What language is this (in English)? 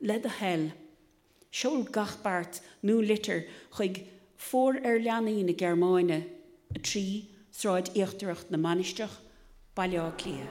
Irish